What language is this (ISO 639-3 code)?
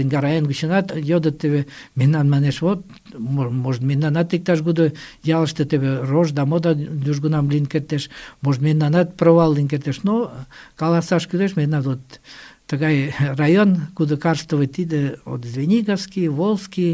chm